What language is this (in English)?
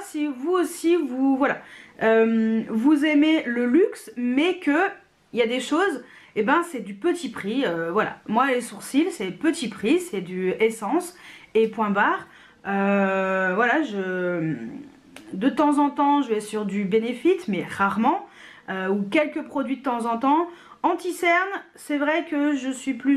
French